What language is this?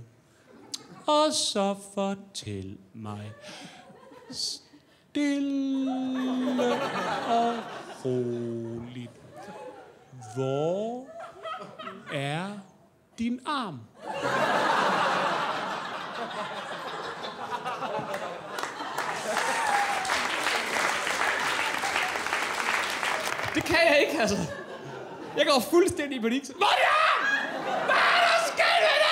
Danish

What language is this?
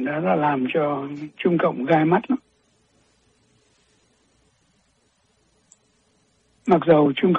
Vietnamese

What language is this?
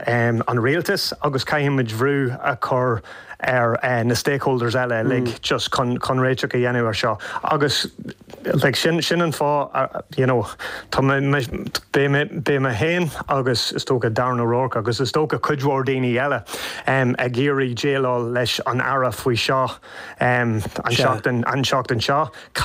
Irish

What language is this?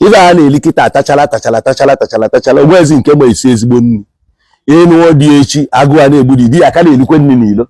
Igbo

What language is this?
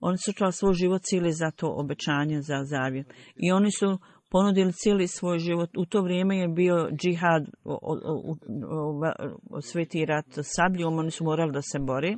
Bosnian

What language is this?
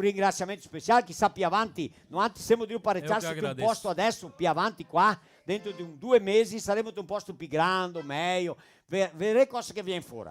Venetian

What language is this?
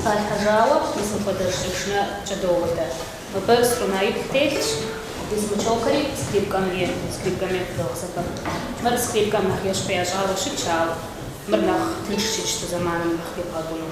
Kabardian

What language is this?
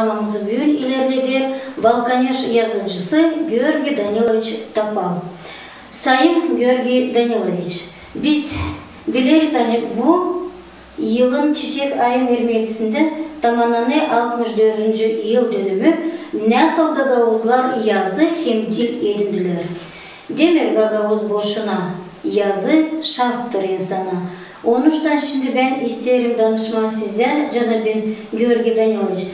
Gagauz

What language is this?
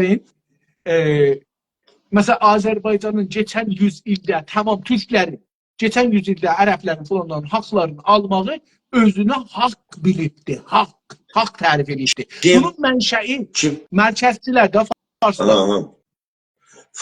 South Azerbaijani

